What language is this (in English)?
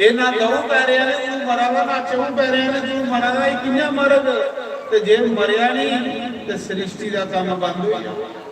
Dogri